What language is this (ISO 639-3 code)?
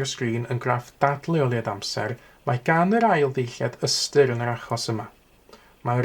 cym